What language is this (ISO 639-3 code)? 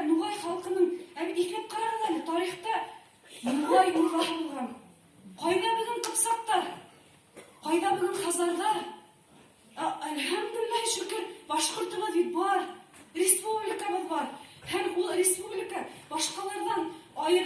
bak